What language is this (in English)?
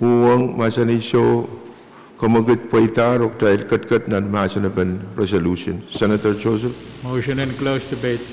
Pohnpeian